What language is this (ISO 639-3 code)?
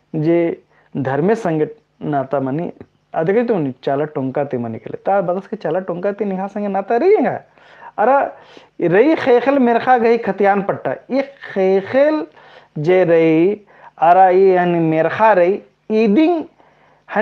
kru